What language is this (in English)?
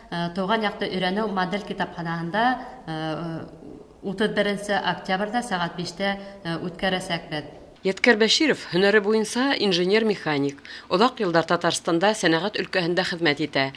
Bashkir